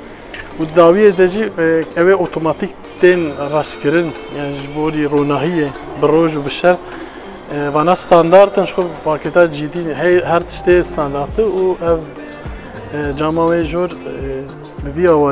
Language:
Kurdish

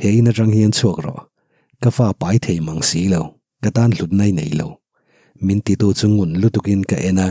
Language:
Mizo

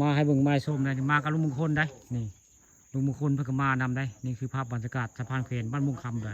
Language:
Northeastern Thai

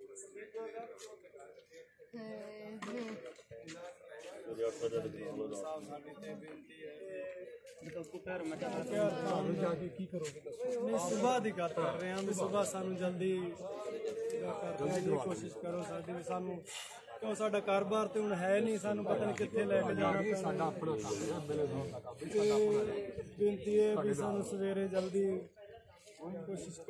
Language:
Punjabi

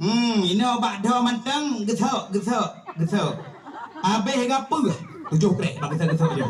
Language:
Achinese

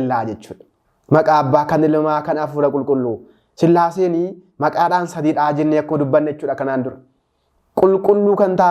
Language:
Oromo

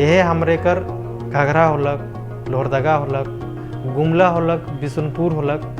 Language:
Sadri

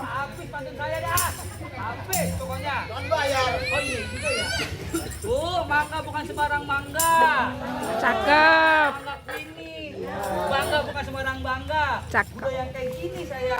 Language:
Betawi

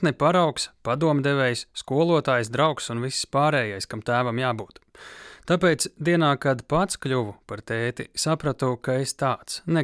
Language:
Latvian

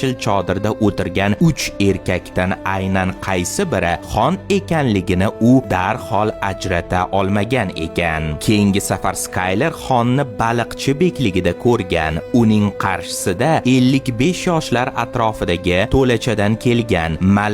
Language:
Uzbek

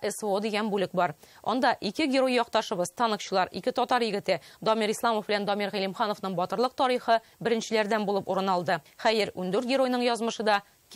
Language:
Tatar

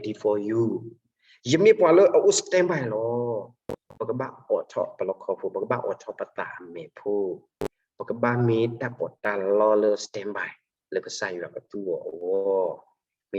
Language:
S'gaw Karen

